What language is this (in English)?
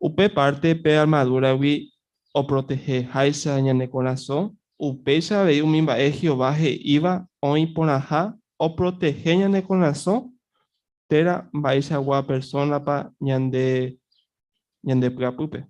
Guarani